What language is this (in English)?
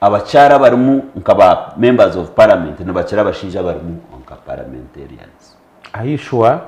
Nyankole